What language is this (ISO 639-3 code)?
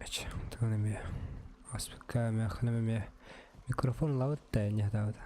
sah